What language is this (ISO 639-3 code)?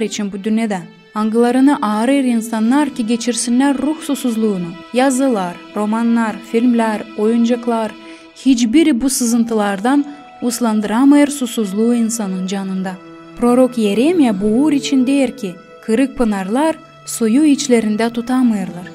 gag